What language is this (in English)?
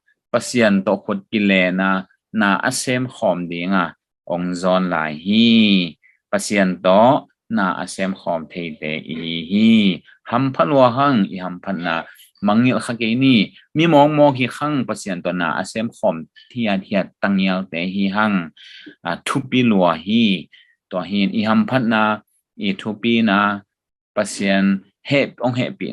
Tedim Chin